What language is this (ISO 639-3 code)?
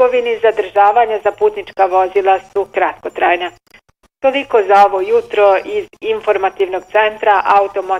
bos